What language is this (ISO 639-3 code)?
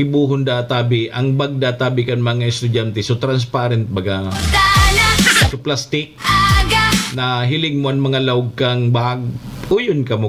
bik